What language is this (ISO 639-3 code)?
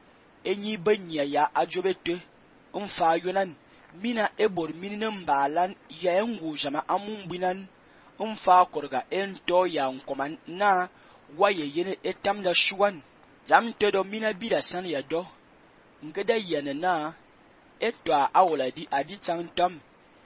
fan